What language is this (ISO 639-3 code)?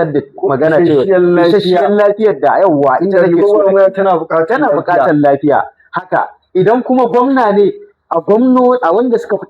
hau